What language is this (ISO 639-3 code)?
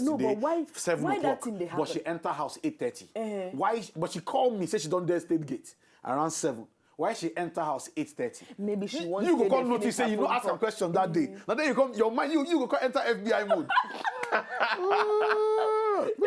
pcm